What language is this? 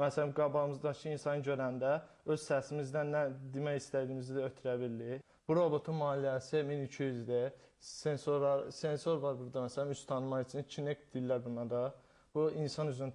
Azerbaijani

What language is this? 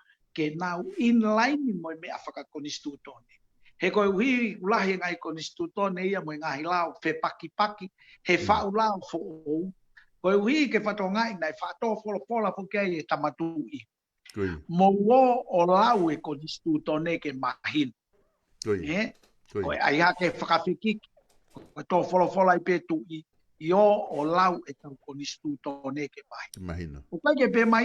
Tongan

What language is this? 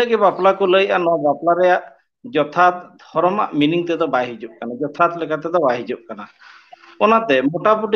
Santali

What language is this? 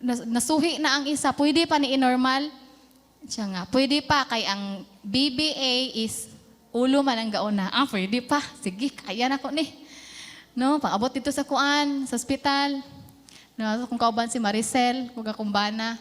Cebuano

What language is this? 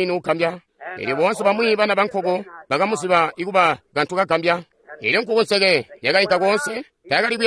Tonga (Zambia)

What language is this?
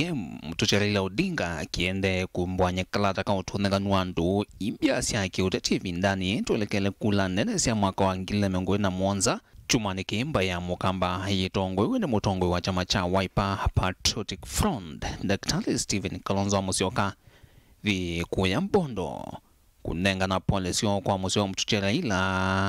Kamba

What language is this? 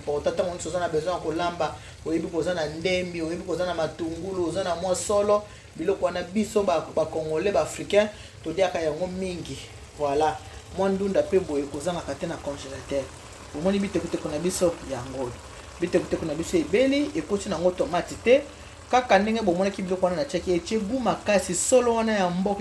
Lingala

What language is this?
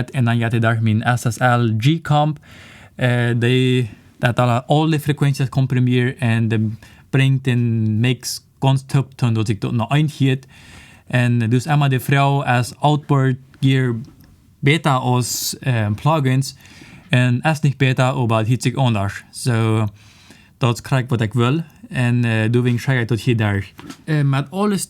Plautdietsch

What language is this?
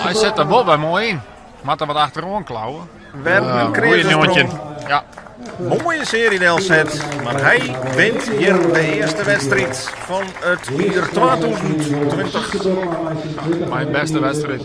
Western Frisian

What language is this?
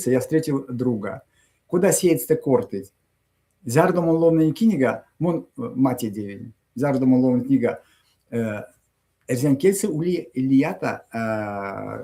Erzya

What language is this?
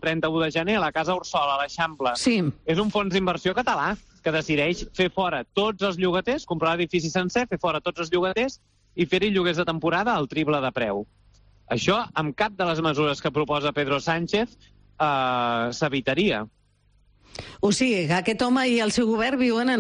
Catalan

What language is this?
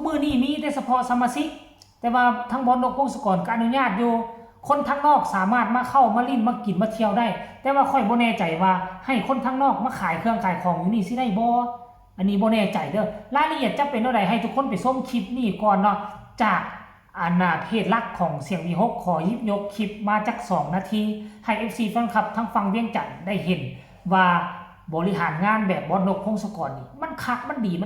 Northeastern Thai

